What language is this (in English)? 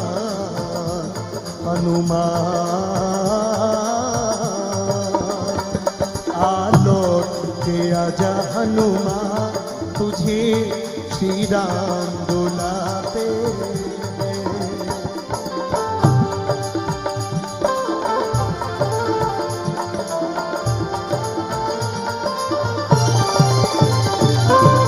Hindi